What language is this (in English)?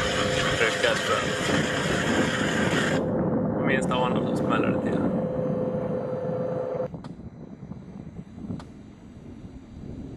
Swedish